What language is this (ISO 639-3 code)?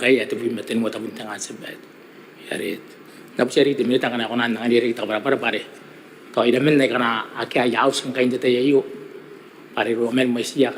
gil